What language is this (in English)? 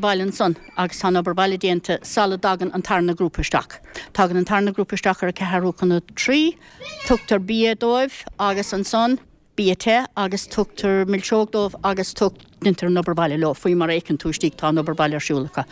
Irish